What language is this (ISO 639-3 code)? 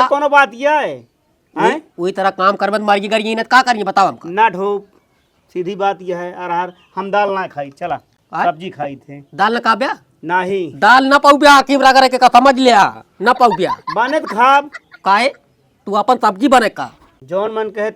awa